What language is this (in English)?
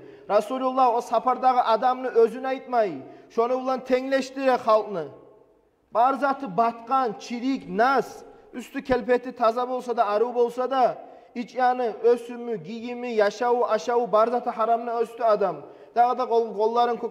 Kumyk